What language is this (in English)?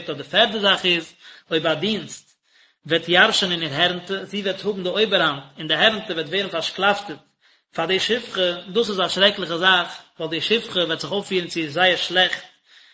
Yiddish